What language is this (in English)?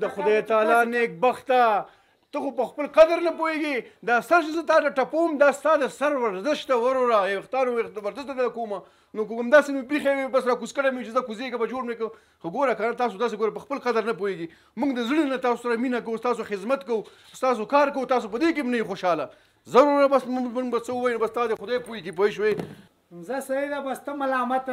Pashto